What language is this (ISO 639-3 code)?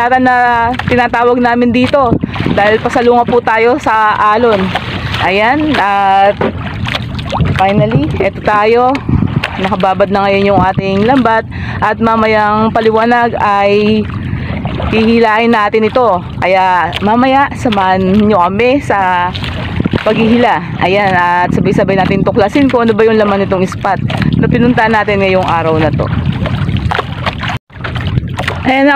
fil